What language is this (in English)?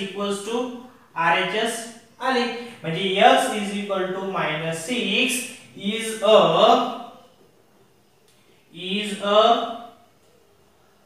Marathi